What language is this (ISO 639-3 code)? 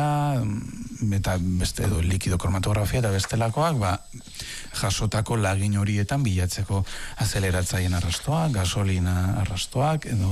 eus